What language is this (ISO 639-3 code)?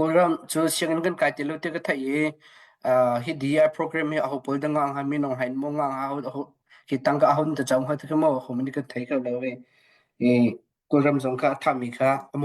cnh